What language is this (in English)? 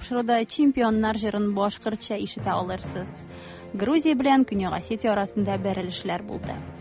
Tatar